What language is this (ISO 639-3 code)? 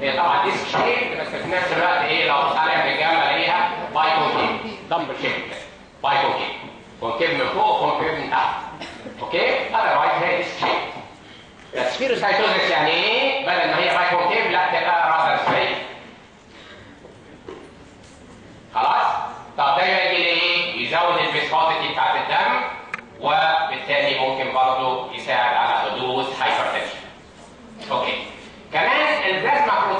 arz